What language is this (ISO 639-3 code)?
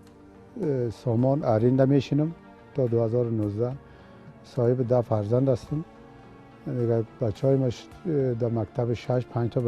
tgk